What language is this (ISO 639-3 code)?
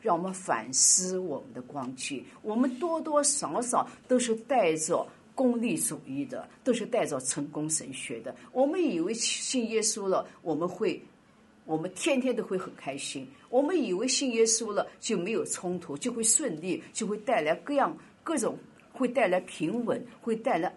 zho